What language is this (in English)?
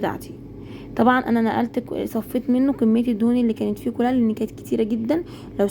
Egyptian Arabic